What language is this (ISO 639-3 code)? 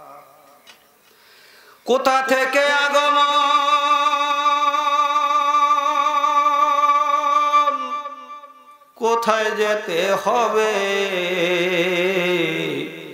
ben